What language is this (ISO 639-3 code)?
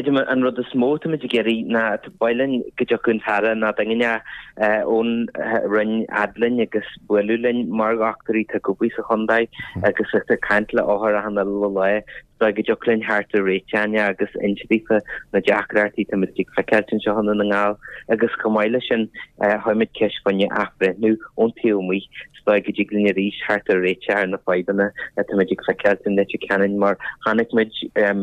gle